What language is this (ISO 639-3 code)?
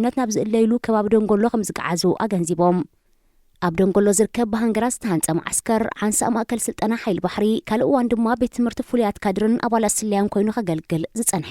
tir